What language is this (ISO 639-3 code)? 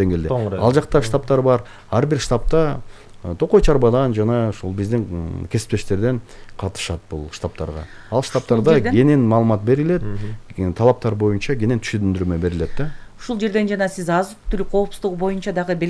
kir